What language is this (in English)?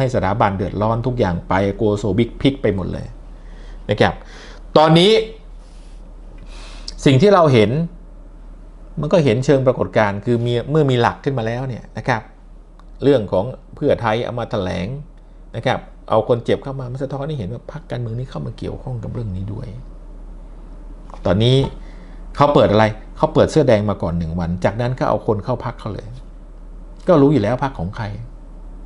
Thai